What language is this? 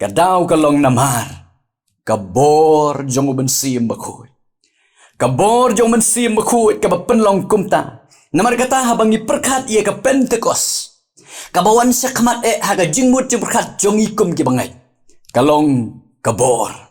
Khasi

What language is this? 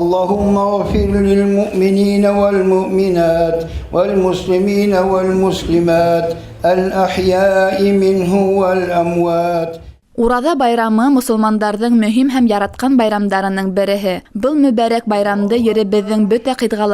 Bashkir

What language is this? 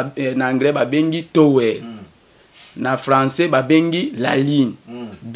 Lingala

